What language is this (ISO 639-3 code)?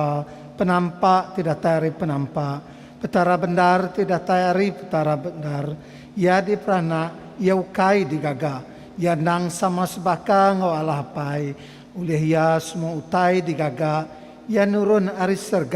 iba